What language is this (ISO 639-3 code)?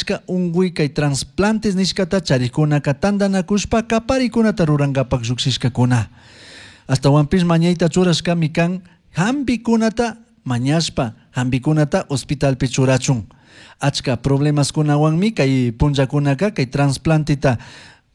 qug